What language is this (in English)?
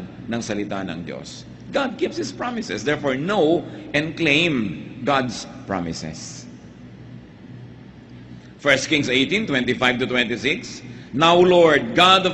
Filipino